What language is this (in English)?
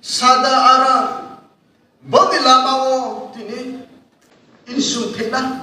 Riang (India)